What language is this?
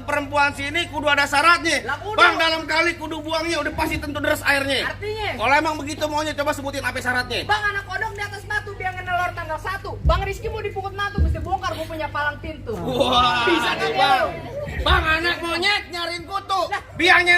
Betawi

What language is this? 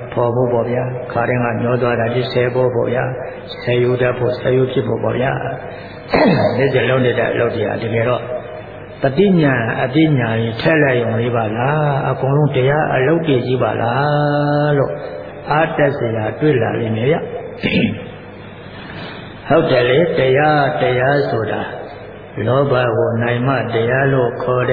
Burmese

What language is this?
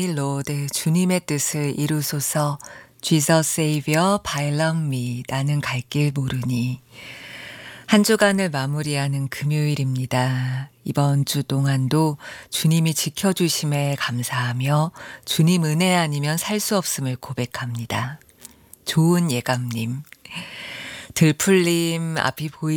Korean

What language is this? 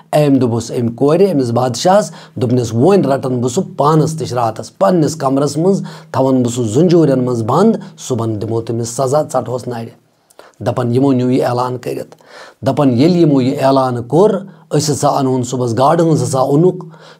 Kashmiri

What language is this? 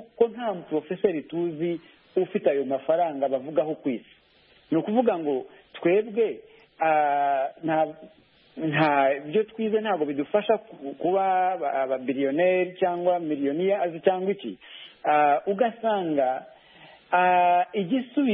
Kinyarwanda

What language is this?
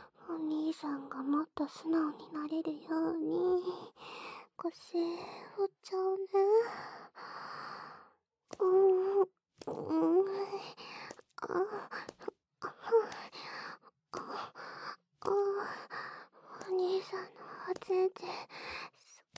Japanese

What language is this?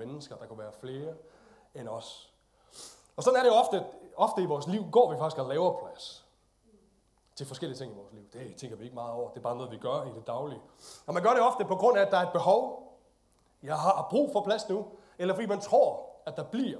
Danish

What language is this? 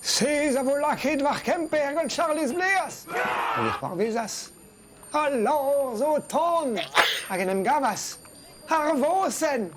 Breton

